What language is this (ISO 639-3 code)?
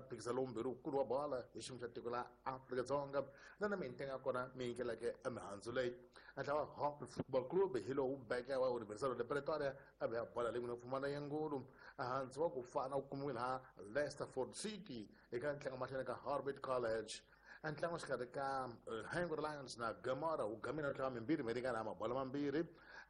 tso